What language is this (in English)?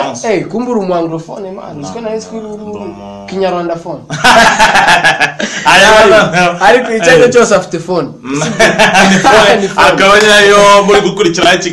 Kinyarwanda